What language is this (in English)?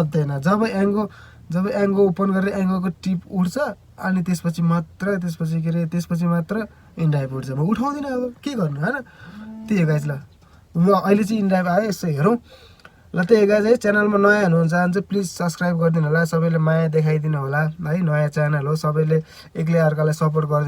Nepali